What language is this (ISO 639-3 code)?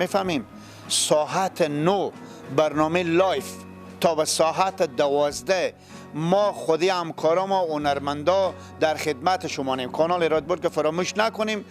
fas